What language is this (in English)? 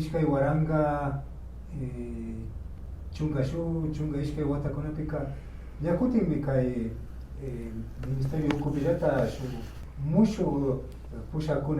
Imbabura Highland Quichua